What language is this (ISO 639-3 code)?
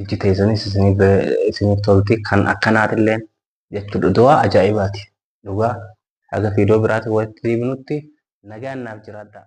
orm